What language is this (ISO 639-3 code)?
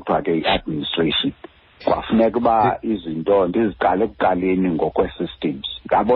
xho